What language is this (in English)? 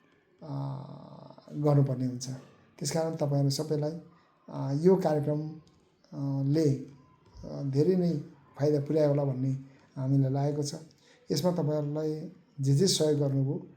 Nepali